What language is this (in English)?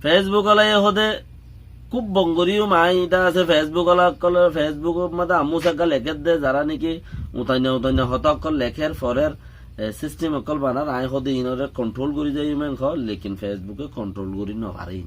Rohingya